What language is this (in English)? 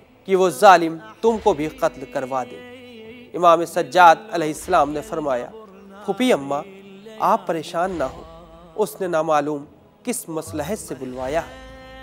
Urdu